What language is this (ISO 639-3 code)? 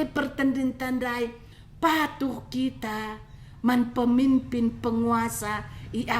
btx